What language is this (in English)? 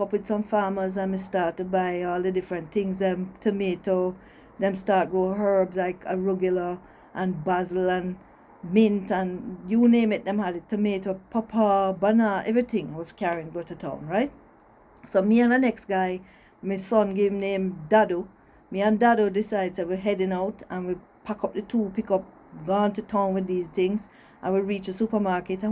Jamaican Creole English